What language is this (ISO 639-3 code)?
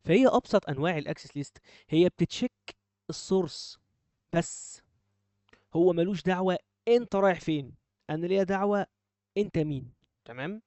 arz